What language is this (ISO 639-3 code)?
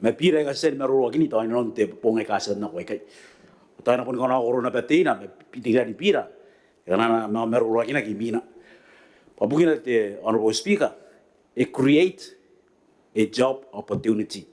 gil